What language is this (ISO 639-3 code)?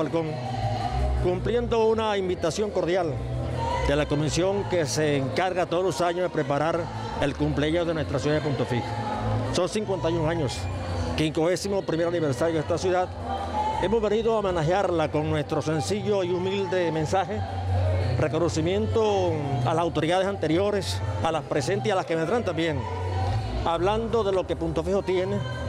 spa